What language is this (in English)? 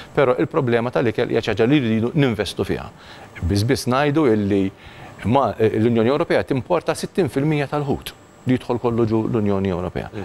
Maltese